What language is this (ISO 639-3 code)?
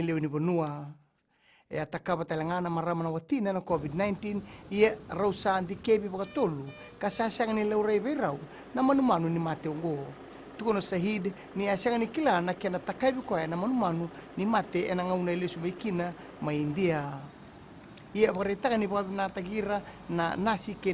fij